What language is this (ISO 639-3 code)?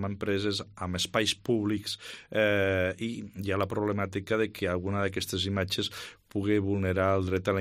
cat